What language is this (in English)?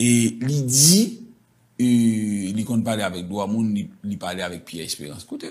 Haitian Creole